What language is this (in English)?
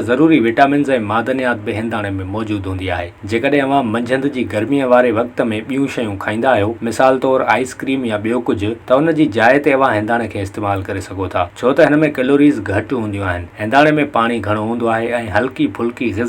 Sindhi